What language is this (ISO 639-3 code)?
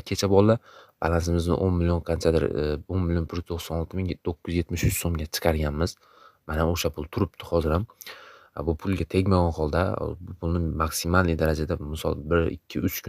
uzb